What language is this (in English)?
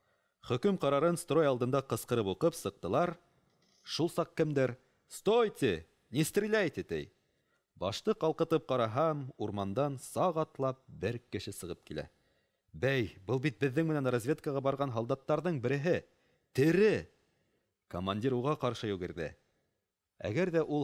Bashkir